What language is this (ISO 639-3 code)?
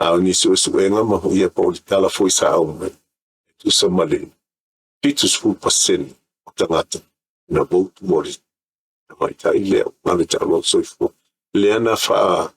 smo